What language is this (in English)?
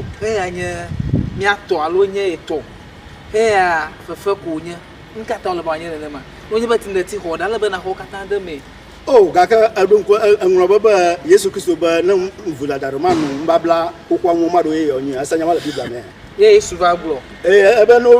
Ewe